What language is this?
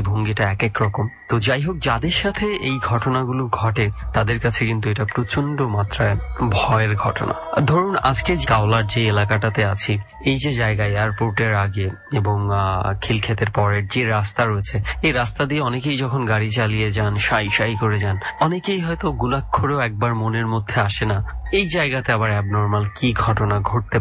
Bangla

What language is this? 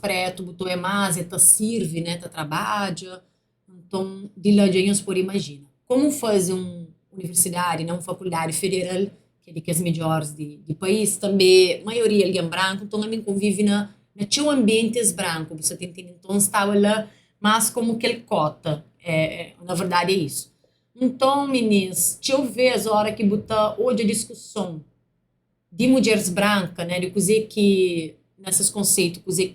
Kabuverdianu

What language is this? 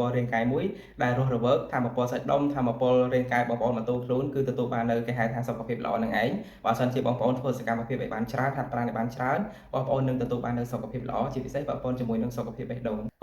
Khmer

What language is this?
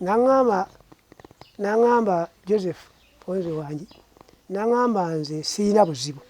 Ganda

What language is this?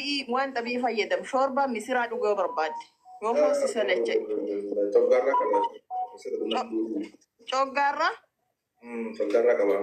Oromo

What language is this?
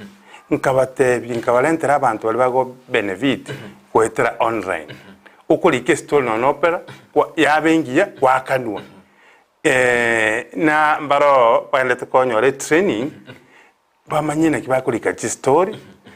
Gusii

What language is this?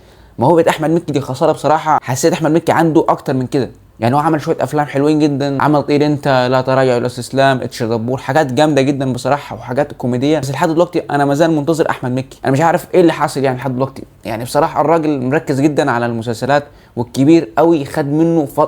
Egyptian Arabic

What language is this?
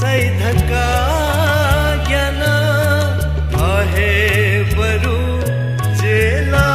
Newari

